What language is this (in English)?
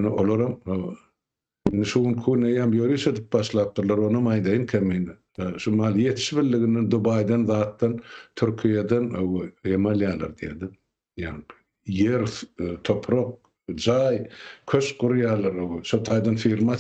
Turkmen